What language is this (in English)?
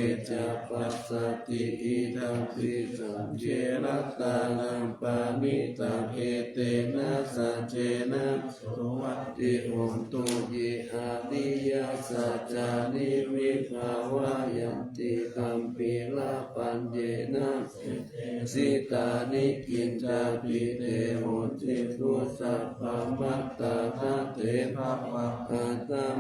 Pali